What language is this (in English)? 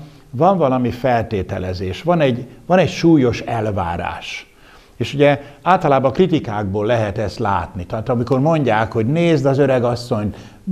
Hungarian